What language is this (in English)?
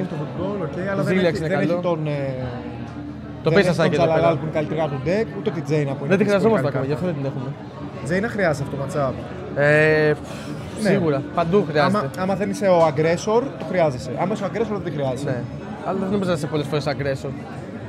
Greek